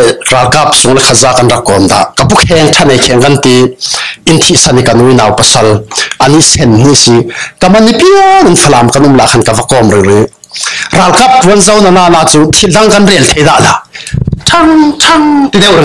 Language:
Falam Chin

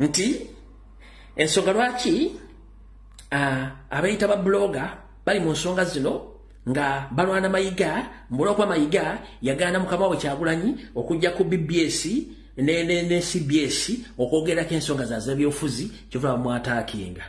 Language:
Ganda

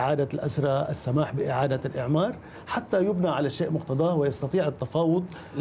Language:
Arabic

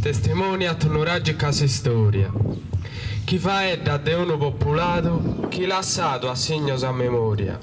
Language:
Sardinian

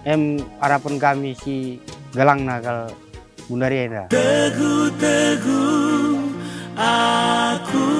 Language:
Batak Karo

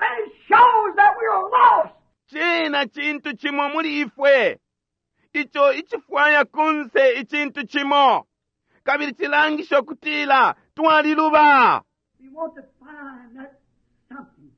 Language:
Bemba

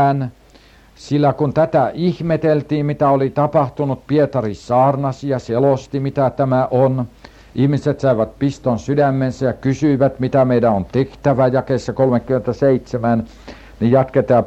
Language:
Finnish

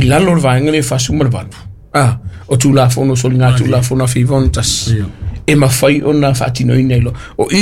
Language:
Samoan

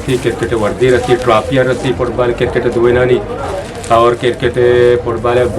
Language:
Eastern Balochi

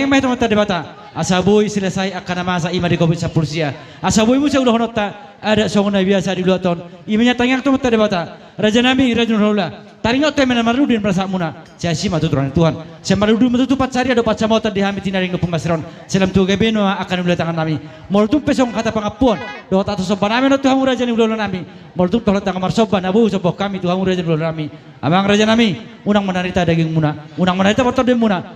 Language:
Batak Toba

